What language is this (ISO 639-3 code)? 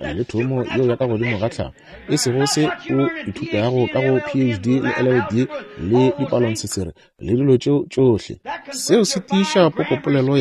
nso